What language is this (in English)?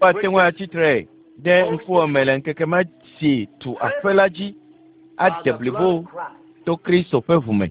Ewe